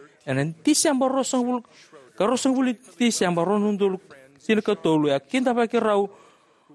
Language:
Fijian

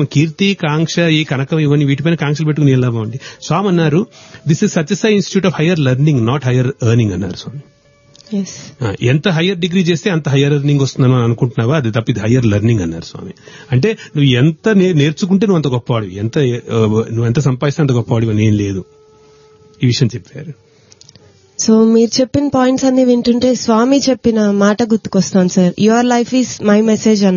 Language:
Telugu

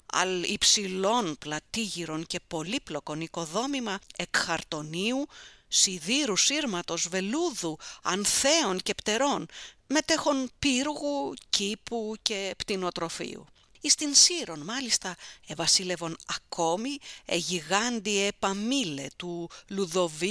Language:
Greek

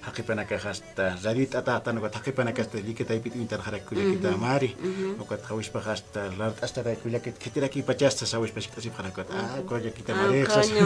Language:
Aymara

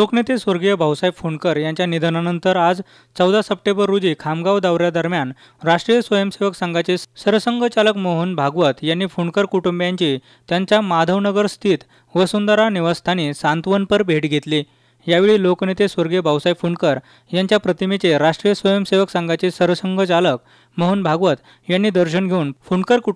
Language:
Marathi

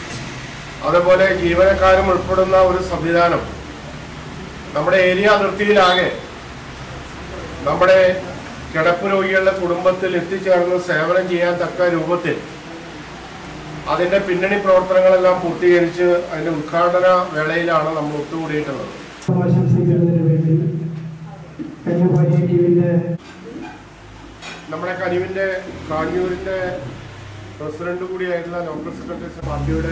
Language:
Malayalam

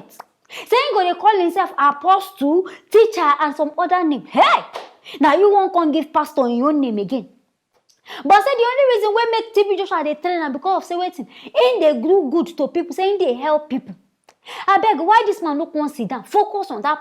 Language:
Nigerian Pidgin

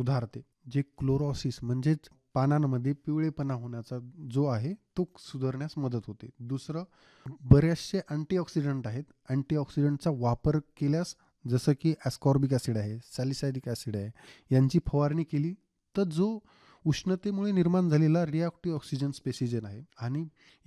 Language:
Marathi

